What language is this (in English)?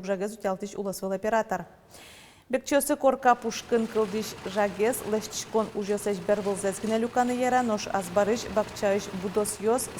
Udmurt